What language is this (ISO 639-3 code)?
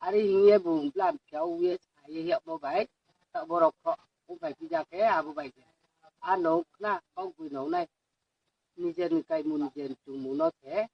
ria